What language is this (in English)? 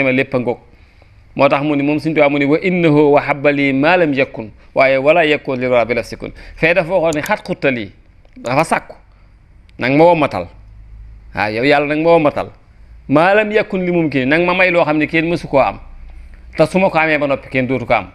Wolof